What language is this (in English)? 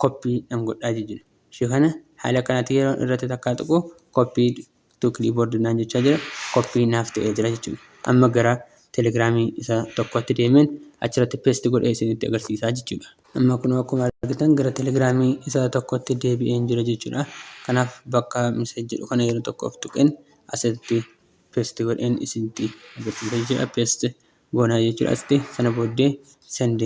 Oromo